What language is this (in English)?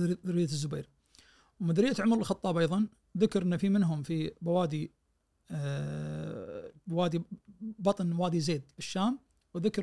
Najdi Arabic